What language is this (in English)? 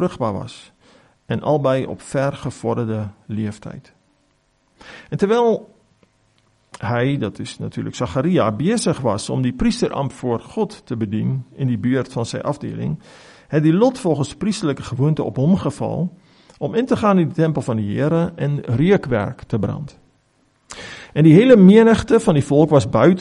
Afrikaans